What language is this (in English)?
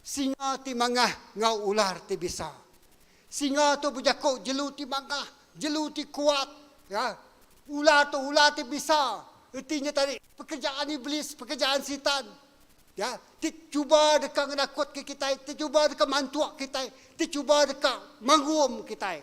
Iban